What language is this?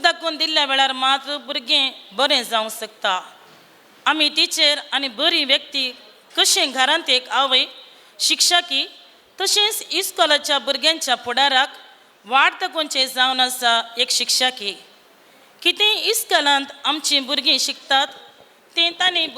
Konkani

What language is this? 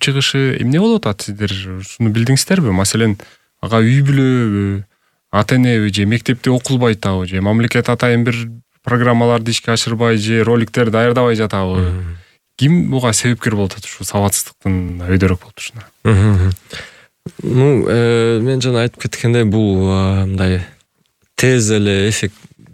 Kyrgyz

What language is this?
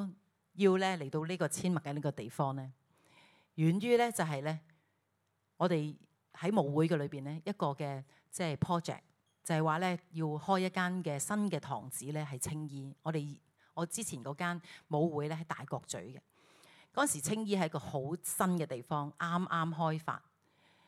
Cantonese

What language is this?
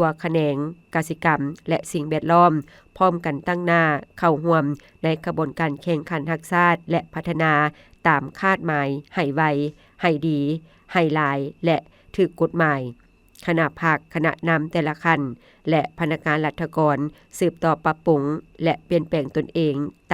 Lao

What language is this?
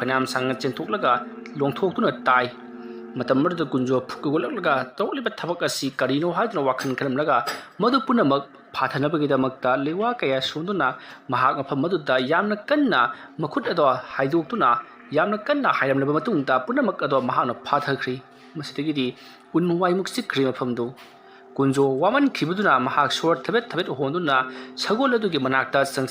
Manipuri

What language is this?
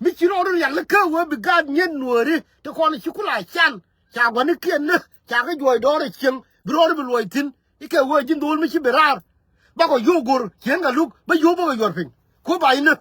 Nuer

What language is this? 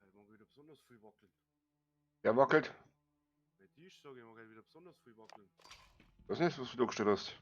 Bavarian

